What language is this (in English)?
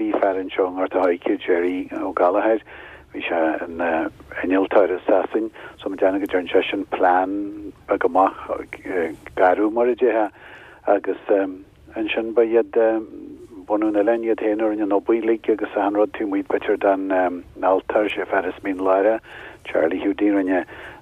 Irish